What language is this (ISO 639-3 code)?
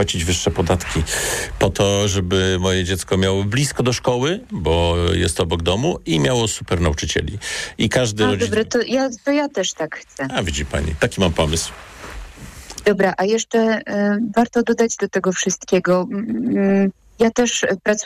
pol